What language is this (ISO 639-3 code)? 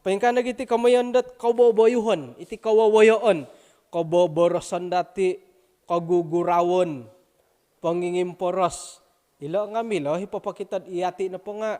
dtp